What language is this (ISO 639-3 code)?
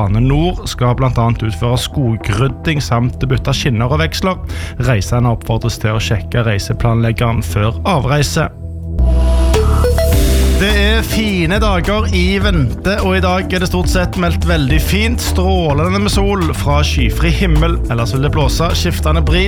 nor